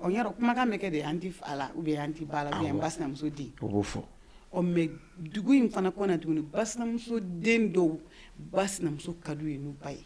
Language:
Bambara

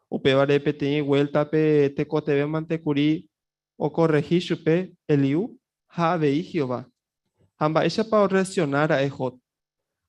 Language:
Guarani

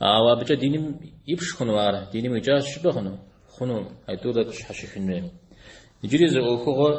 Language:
Kabardian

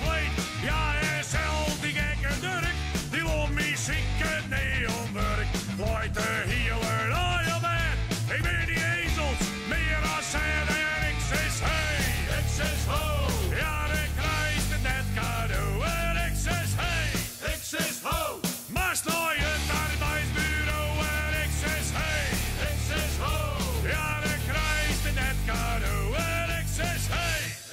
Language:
Western Frisian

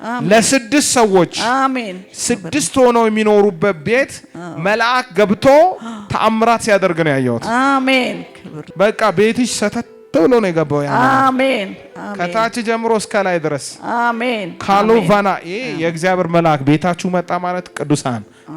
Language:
Amharic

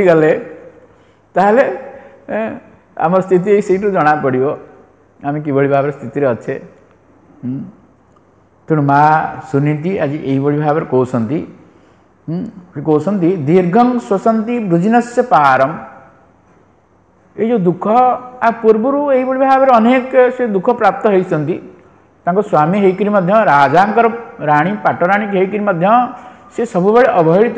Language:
Odia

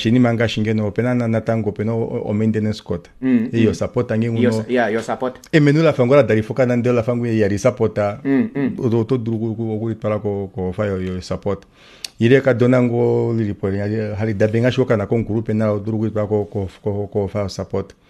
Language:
Kuanyama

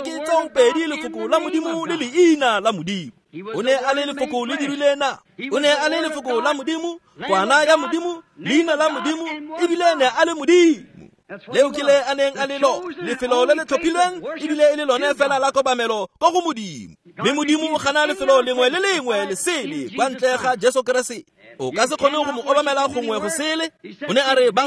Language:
Tswana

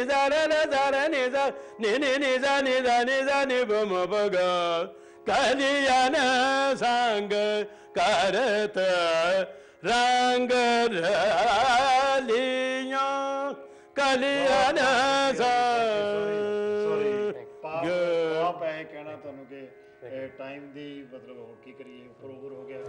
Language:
Punjabi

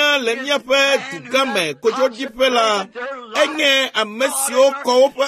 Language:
Ewe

